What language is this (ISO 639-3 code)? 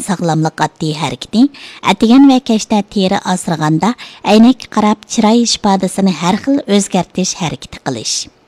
uig